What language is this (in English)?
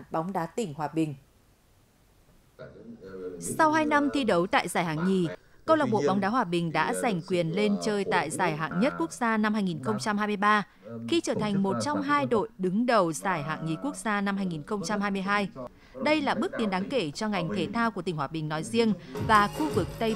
Vietnamese